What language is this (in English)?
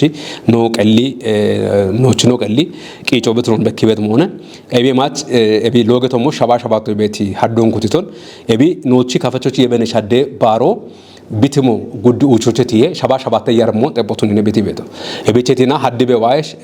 Kafa